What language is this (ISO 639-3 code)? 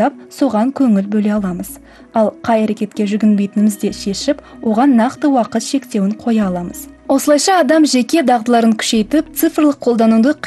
kaz